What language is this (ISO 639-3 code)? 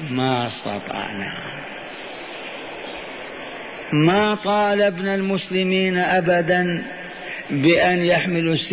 ara